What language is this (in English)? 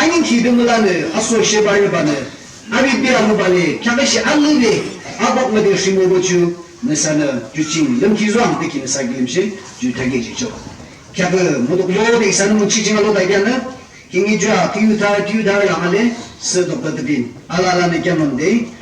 Yimchungru Naga